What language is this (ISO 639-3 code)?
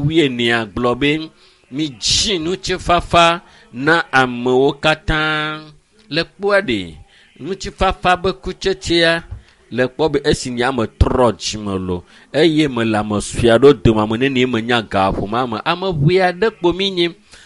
ewe